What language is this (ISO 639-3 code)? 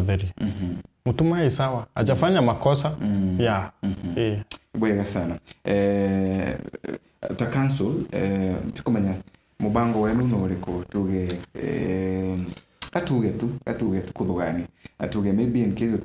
mer